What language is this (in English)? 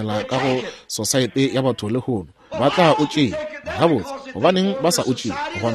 Northern Sotho